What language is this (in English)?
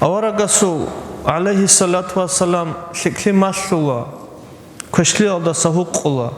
Avaric